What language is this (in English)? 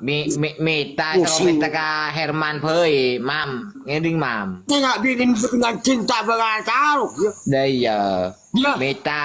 Madurese